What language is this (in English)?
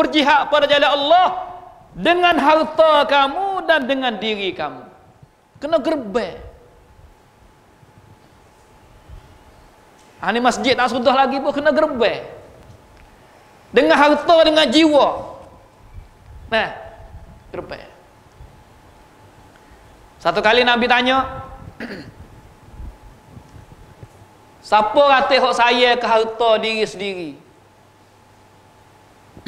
Malay